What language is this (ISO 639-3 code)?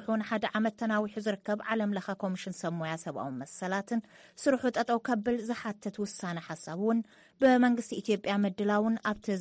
tir